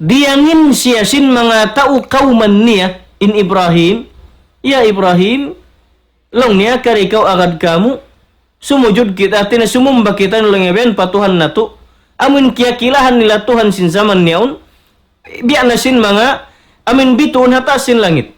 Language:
Tausug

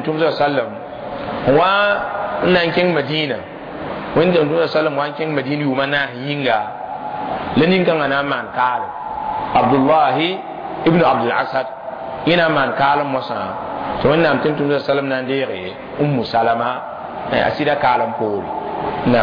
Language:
Mossi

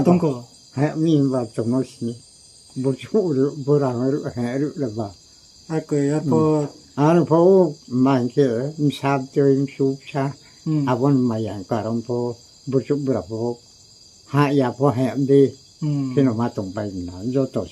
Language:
Riang (India)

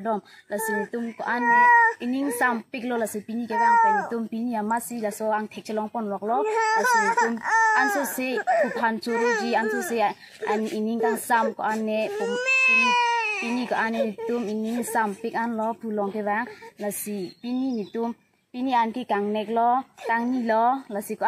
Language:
Karbi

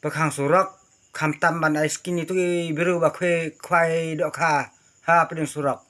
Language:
Khasi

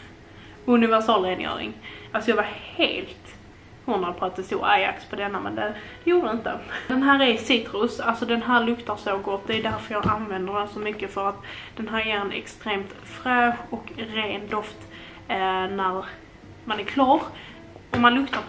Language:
Swedish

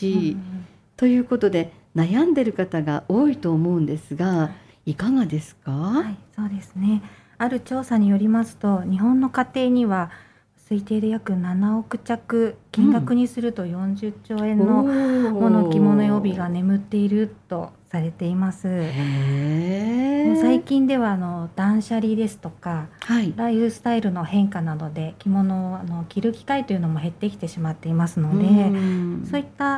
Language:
Japanese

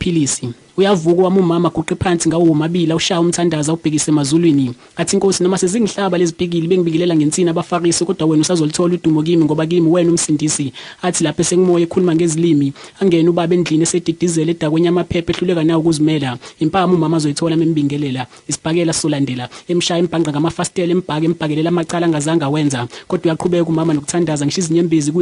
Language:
Zulu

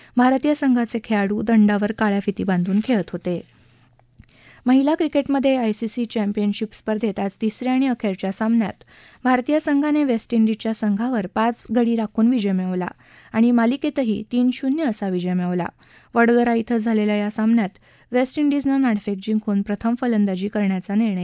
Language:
Marathi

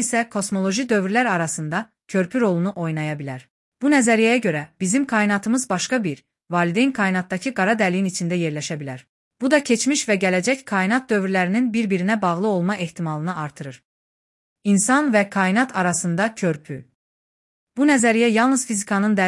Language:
Azerbaijani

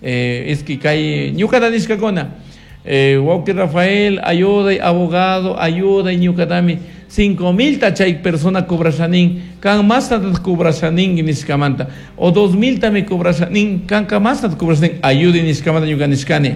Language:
Chimborazo Highland Quichua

